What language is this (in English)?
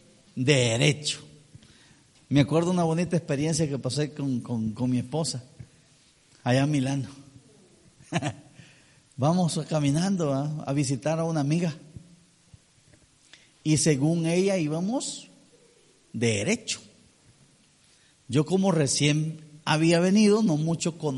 Spanish